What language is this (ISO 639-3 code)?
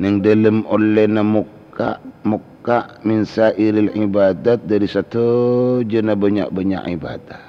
mad